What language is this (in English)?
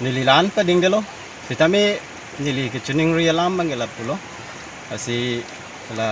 Karbi